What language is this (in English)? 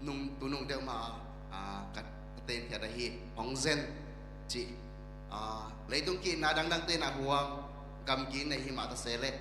Tedim Chin